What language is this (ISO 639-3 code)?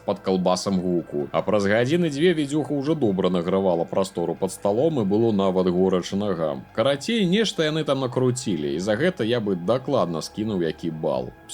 bel